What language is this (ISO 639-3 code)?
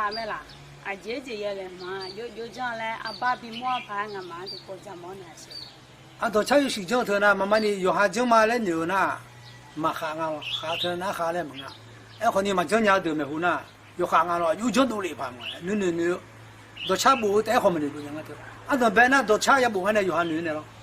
ahk